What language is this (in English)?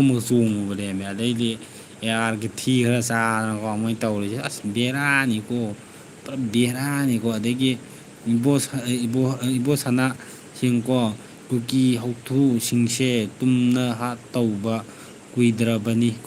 Manipuri